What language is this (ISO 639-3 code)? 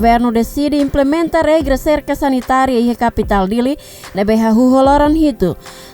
tet